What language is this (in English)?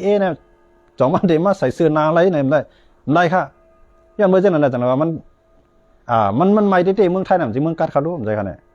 Shan